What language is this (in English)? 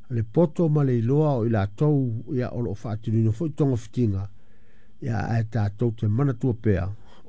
Samoan